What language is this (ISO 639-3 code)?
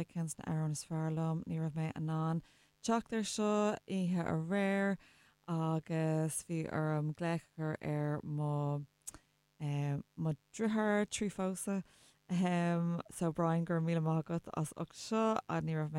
gle